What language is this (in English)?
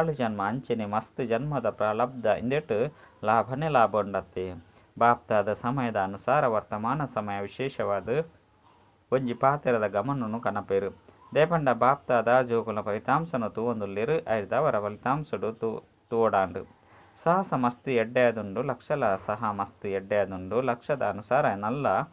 Tulu